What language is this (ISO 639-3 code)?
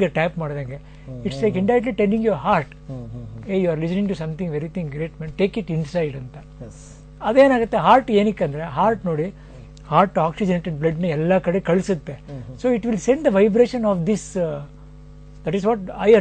kan